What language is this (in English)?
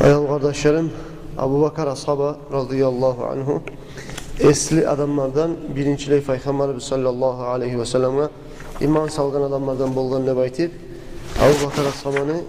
Kumyk